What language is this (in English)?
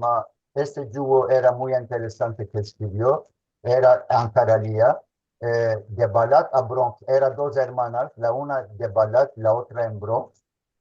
Ladino